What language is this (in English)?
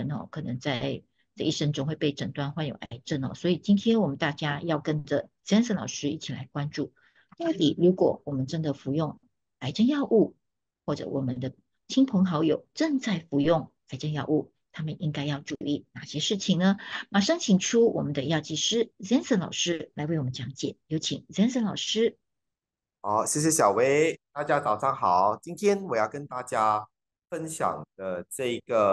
Chinese